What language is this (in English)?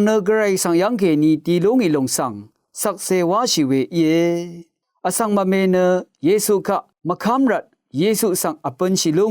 Rawang